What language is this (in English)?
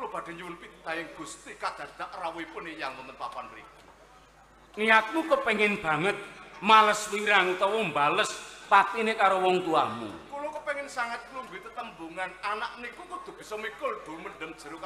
Javanese